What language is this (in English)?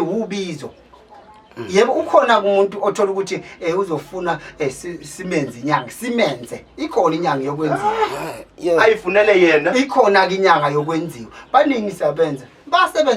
Zulu